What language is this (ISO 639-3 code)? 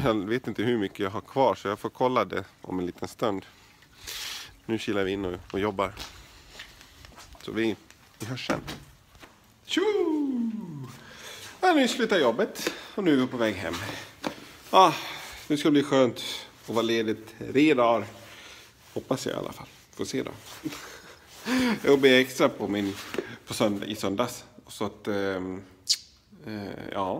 swe